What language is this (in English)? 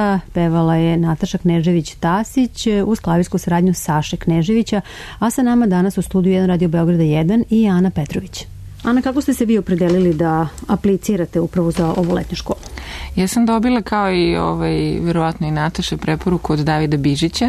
Serbian